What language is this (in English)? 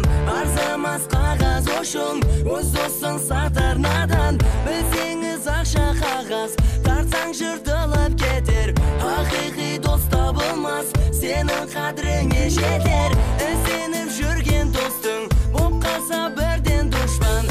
Kara-Kalpak